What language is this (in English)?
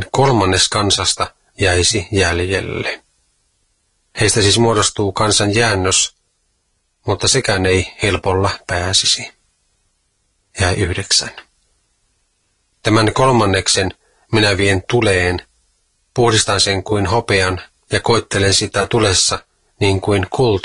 Finnish